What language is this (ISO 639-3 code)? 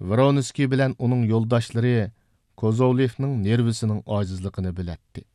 uig